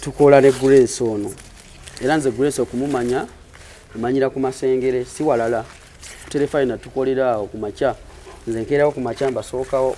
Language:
Ganda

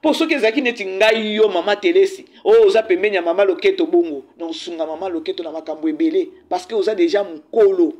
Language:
Lingala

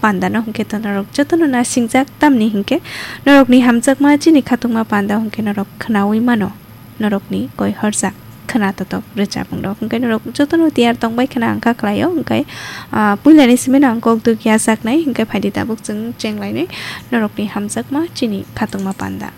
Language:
Kok Borok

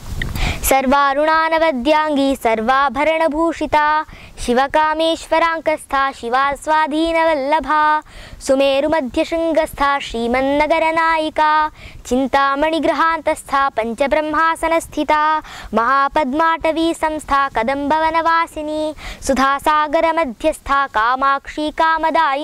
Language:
Sanskrit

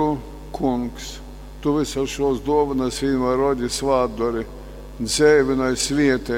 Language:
Latgalian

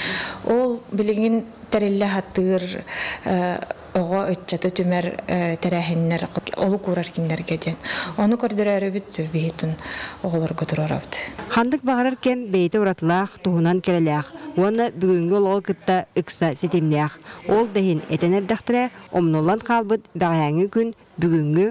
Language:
Yakut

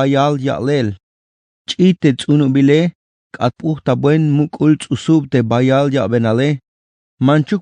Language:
Tzeltal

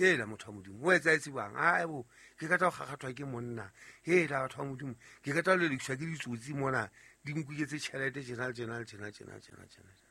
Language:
Southern Sotho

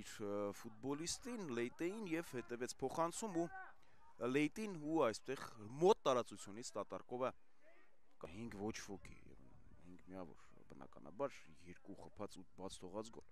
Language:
Armenian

